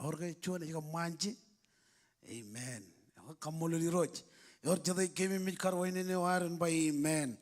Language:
Marshallese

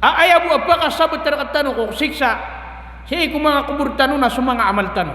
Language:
Maranao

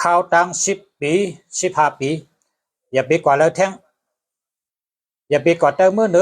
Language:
Shan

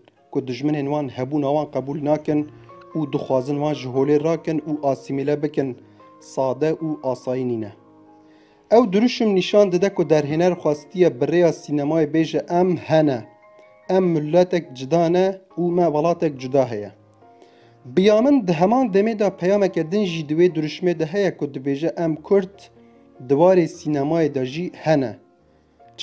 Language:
Kurdish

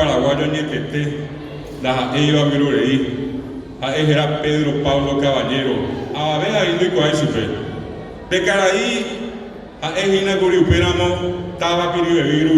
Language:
Guarani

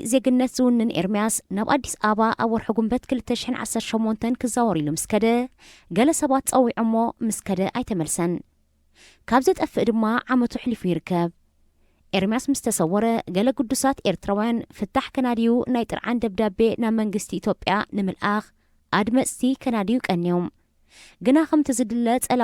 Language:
Tigrinya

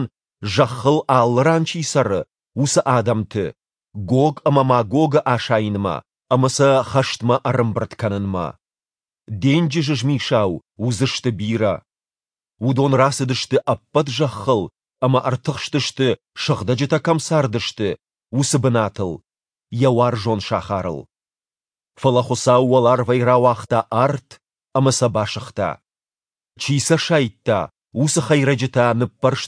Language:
Ossetic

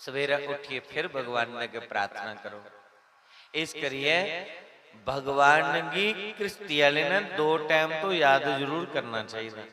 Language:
Dogri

